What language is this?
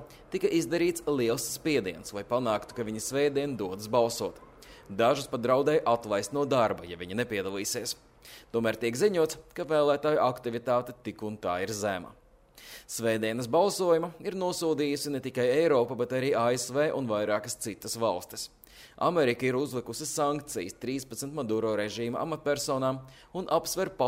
Latvian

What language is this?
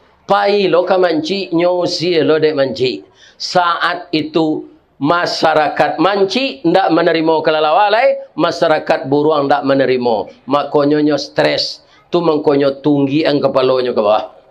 Minangkabau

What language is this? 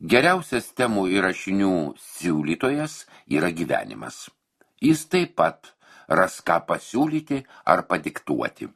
Lithuanian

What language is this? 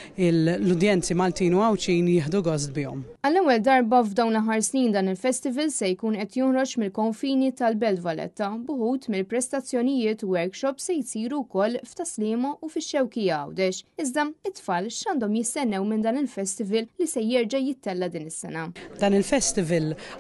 Maltese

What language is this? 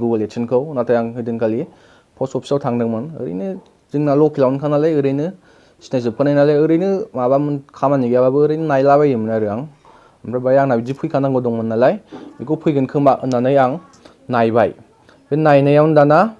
Bodo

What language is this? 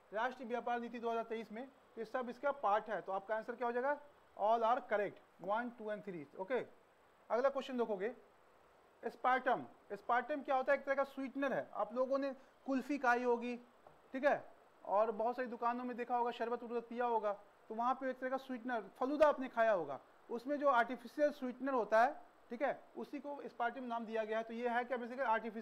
Hindi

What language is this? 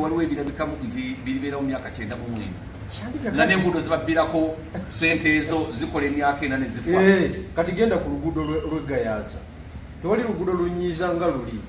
Ganda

